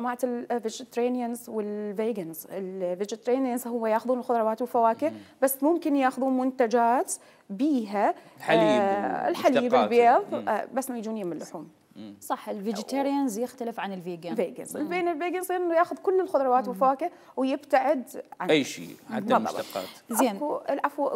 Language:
Mesopotamian Arabic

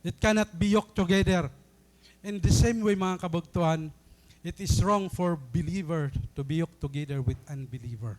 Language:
Waray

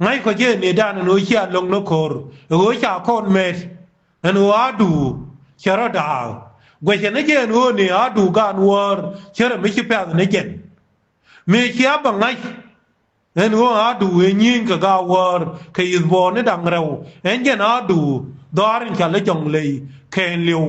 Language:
Nuer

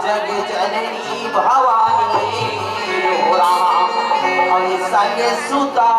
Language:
Chhattisgarhi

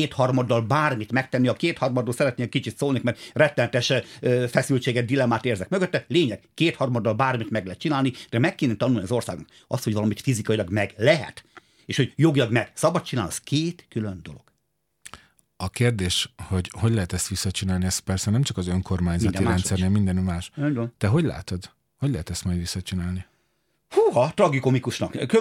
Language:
Hungarian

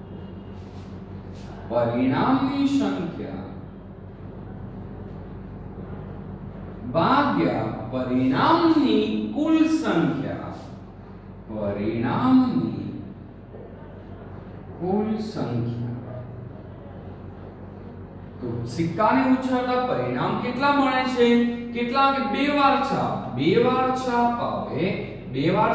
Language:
Gujarati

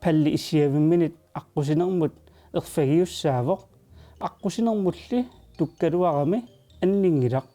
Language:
Kalaallisut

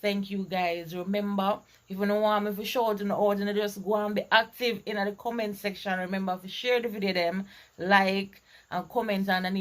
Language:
Jamaican Creole English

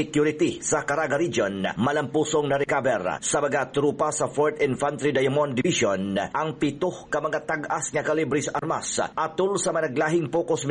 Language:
Cebuano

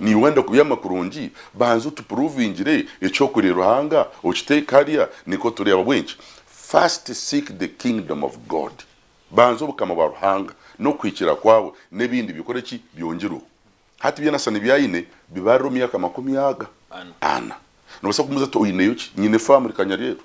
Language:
Nyankole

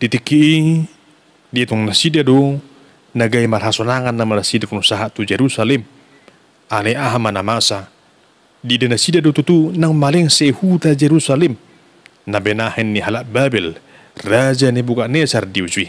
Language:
Batak Toba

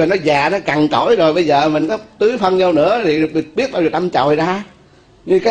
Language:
Vietnamese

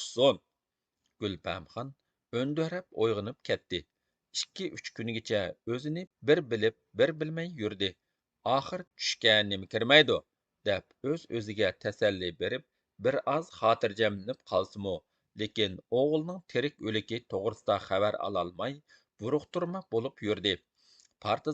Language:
Uyghur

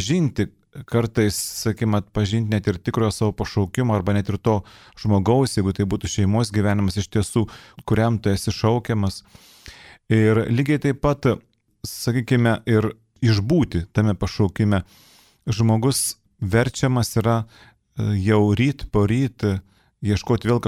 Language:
Lithuanian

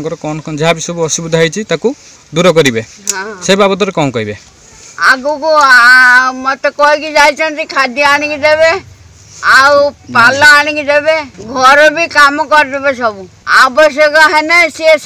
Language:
Odia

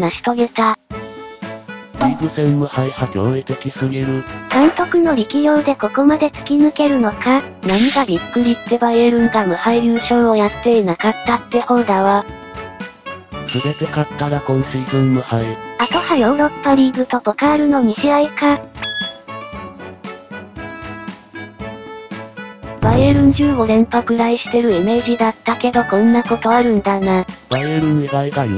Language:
Japanese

